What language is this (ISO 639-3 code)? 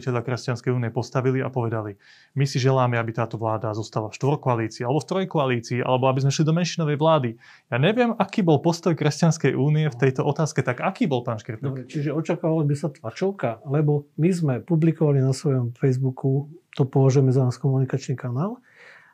slk